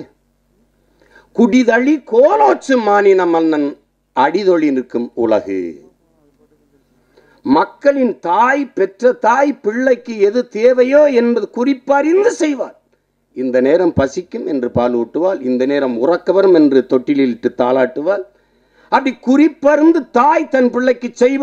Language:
Tamil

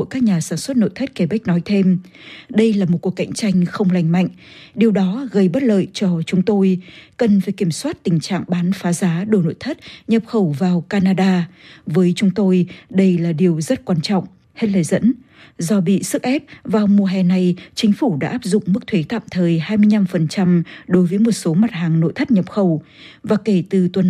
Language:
Vietnamese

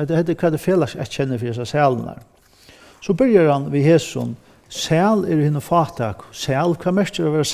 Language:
Faroese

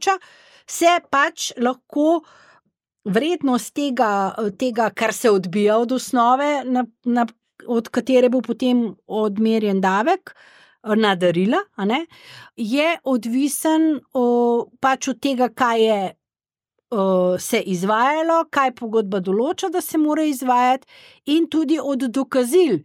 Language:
Slovenian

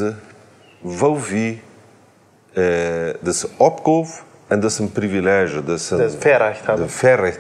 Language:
Plautdietsch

